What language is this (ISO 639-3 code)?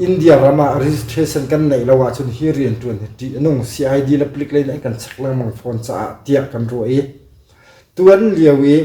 cnh